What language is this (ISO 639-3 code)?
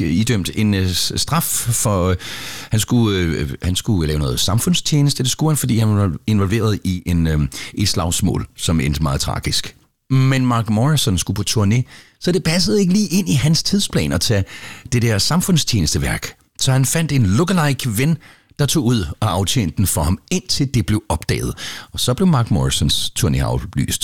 dan